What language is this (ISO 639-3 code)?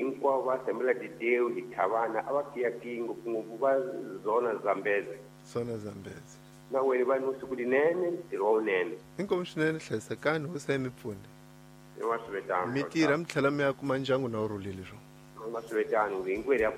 tso